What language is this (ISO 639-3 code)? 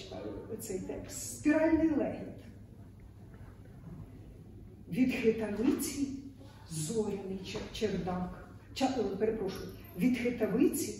ukr